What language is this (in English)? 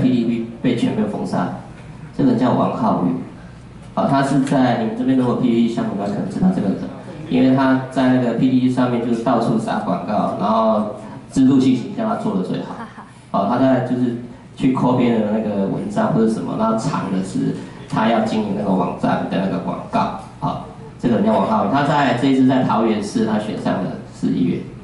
Chinese